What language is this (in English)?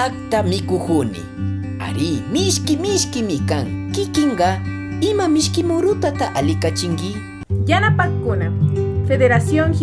Imbabura Highland Quichua